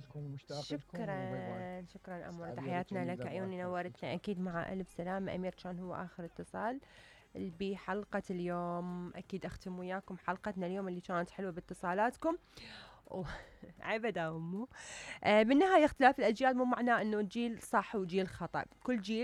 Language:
Mesopotamian Arabic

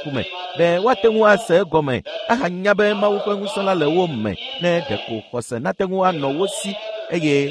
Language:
Ewe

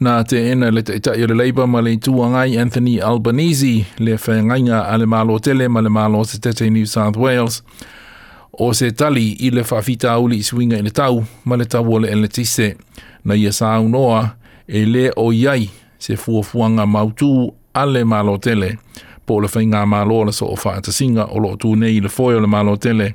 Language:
Samoan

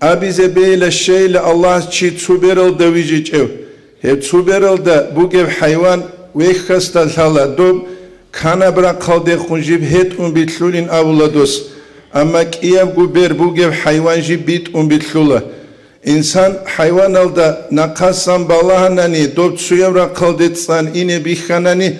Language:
Avaric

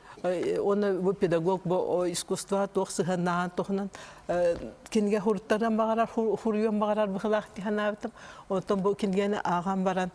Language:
Yakut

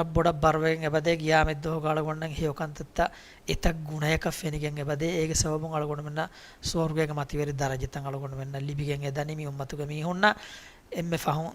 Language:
Divehi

